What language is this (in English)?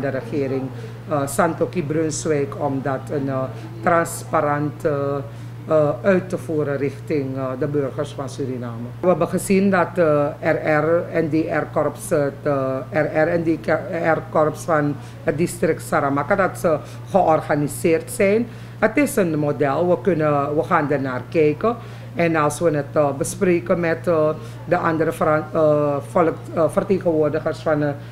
Dutch